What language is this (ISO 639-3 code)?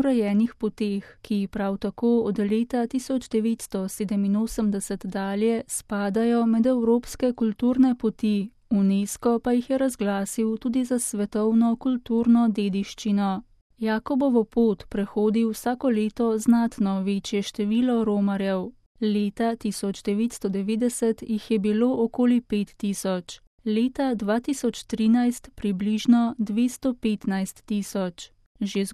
slv